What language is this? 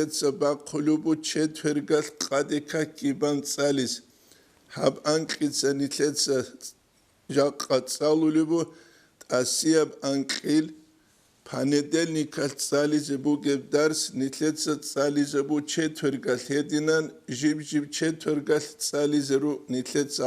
Avaric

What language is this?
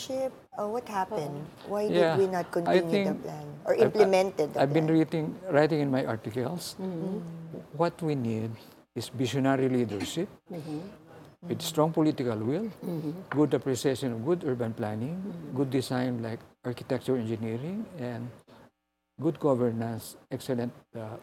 Filipino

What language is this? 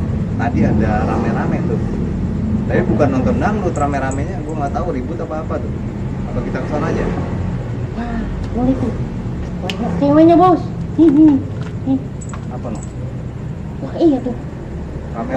Betawi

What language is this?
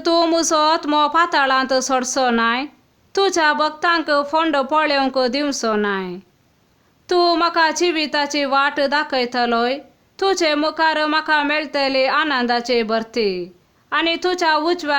Konkani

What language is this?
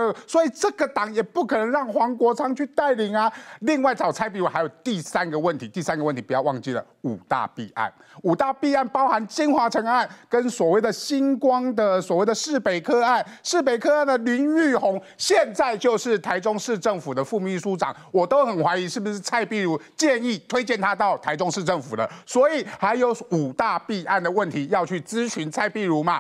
Chinese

